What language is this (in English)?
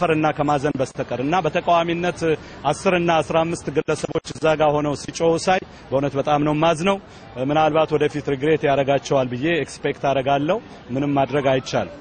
Amharic